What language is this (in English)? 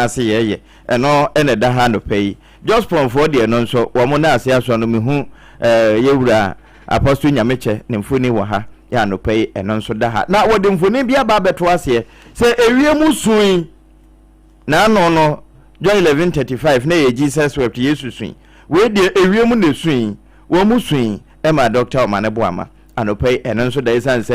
Akan